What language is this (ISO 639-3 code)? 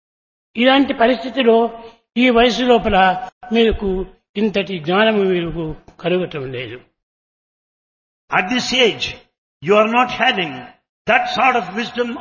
tel